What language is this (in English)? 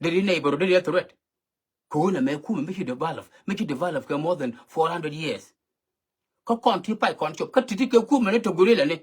Nuer